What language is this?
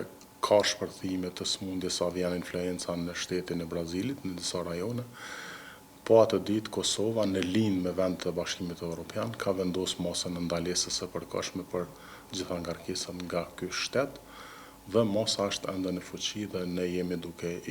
Albanian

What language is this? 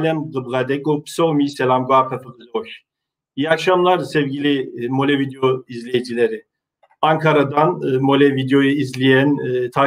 Kabardian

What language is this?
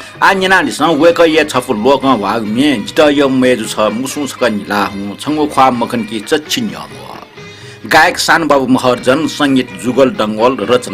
Newari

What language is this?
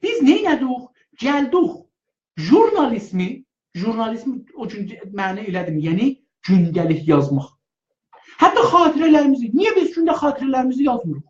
South Azerbaijani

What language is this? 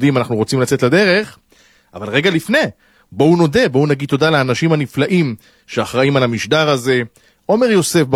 Hebrew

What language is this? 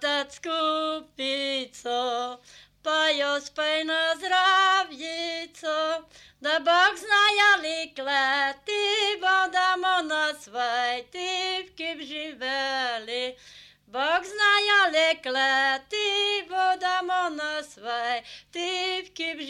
Slovenian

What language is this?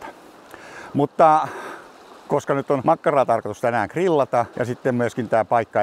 Finnish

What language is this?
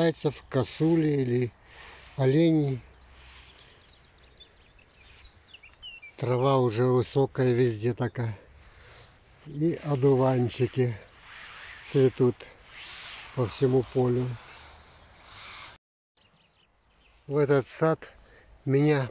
Russian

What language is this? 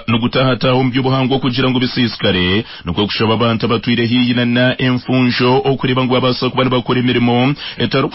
Nyankole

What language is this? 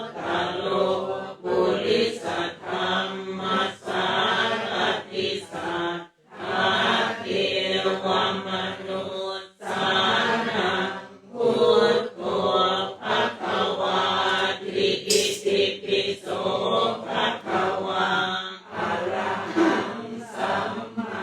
Pali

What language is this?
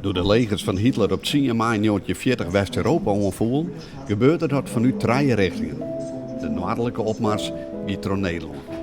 Western Frisian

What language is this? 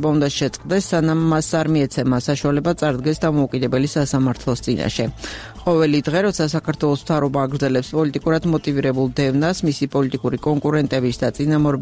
Georgian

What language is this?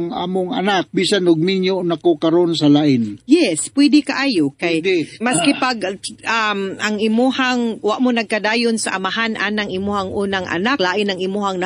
Cebuano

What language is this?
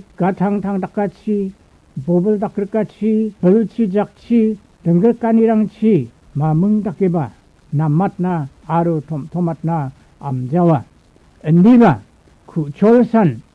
Garo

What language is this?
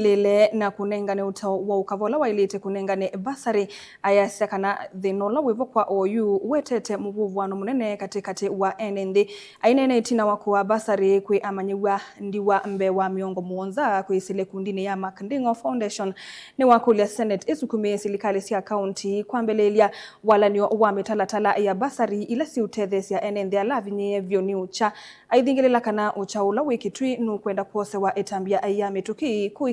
Kamba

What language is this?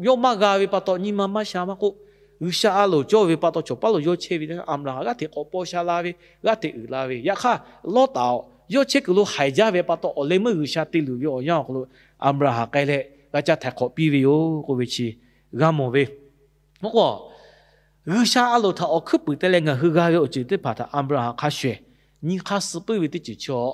Lahu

